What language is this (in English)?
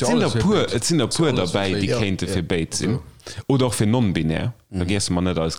Luxembourgish